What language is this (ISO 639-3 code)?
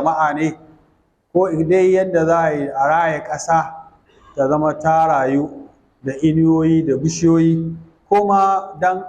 hau